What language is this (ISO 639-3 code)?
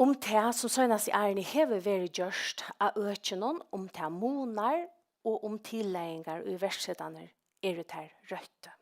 fao